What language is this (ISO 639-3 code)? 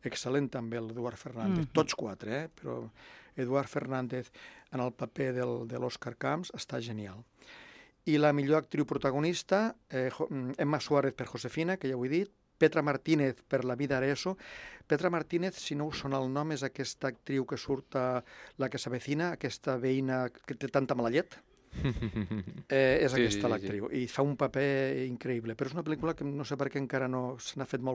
cat